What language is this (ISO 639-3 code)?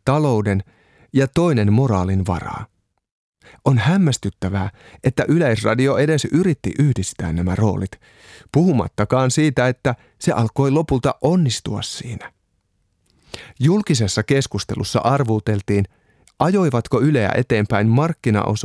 fin